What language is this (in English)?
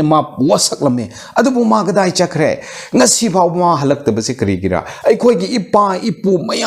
Manipuri